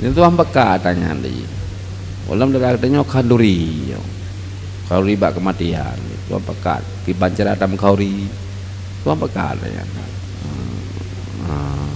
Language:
Achinese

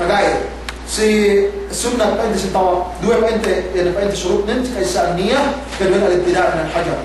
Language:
Yakan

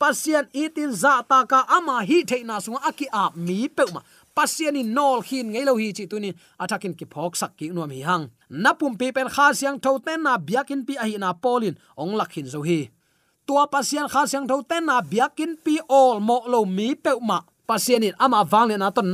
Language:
Tedim Chin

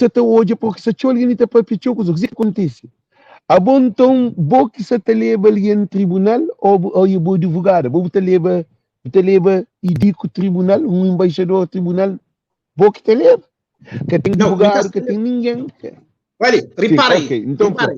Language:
Kabuverdianu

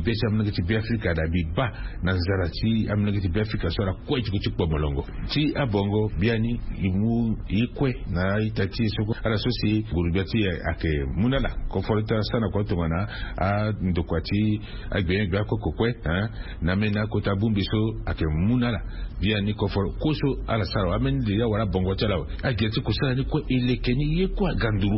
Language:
Sango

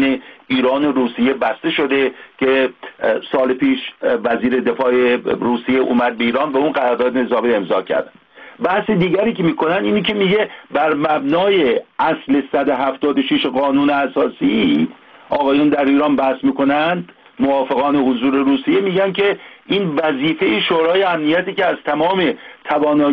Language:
Persian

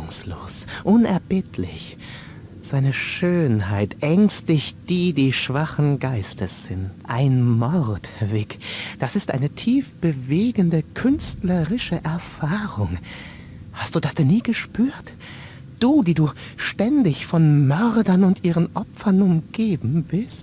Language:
Bavarian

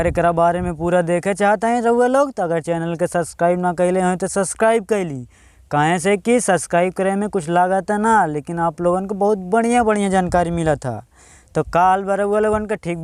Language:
Bhojpuri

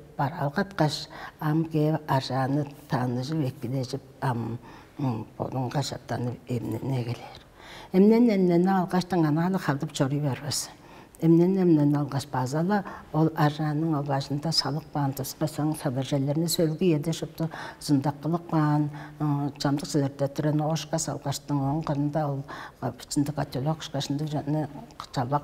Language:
Tuvinian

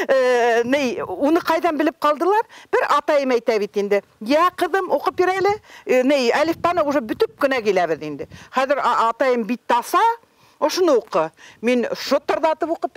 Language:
Bashkir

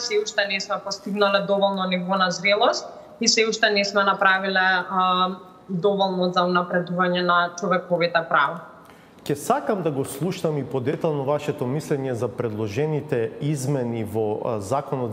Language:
Macedonian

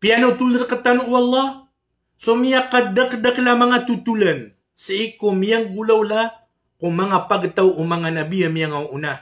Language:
Maranao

